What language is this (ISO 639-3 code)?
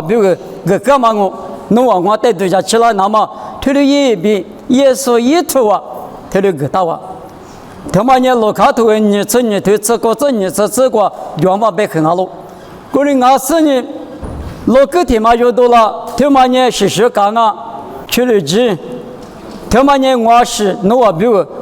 lis